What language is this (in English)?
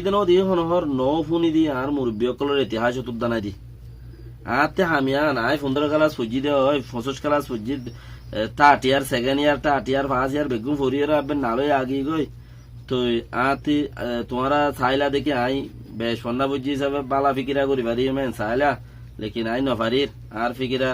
Rohingya